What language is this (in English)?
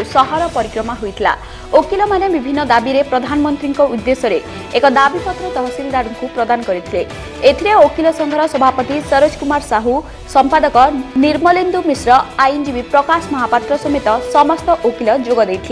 Odia